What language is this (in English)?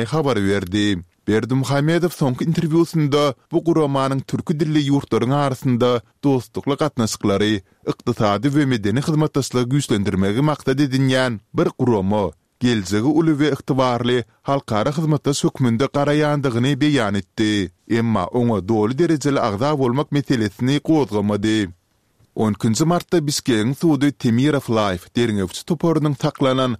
Turkmen